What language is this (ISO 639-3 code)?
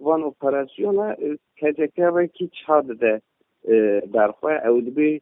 kur